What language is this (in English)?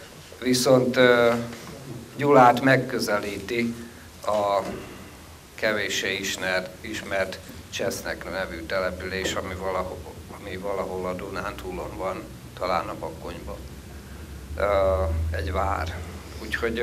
Hungarian